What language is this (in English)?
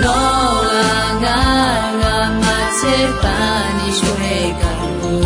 Akha